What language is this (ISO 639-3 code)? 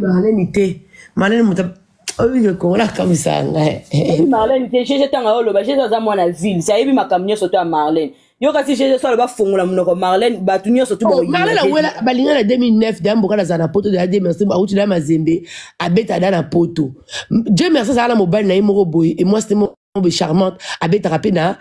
lin